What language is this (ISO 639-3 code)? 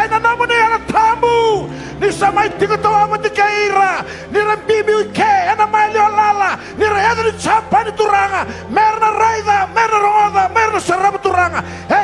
fij